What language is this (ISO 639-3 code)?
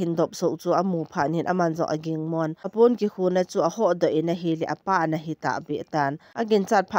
tcz